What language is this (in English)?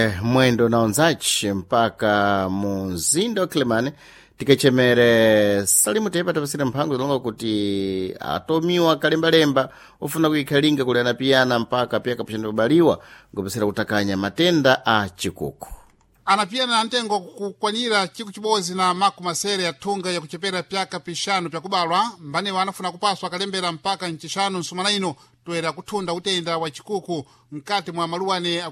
Sena